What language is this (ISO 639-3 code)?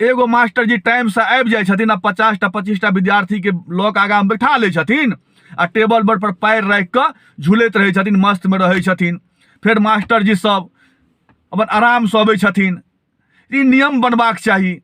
mai